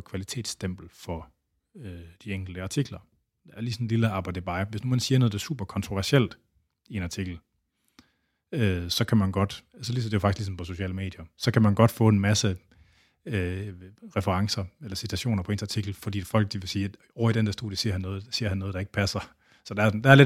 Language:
Danish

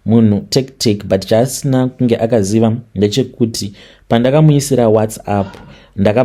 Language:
Shona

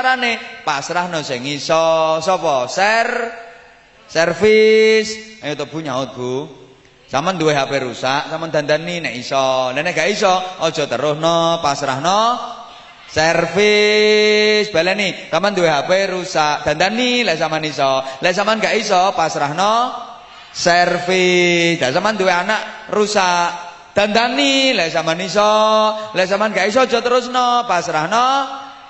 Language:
Javanese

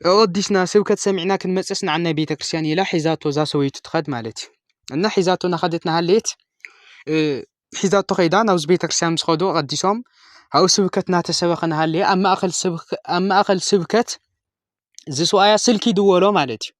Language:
Tigrinya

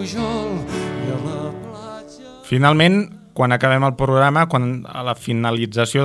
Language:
Catalan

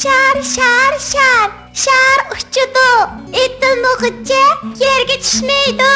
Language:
Uyghur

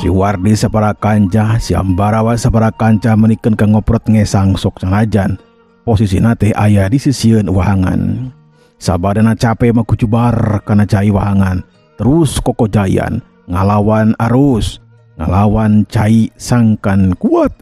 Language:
Sundanese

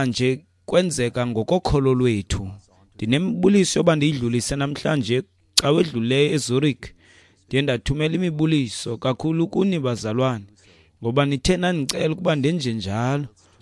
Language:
Xhosa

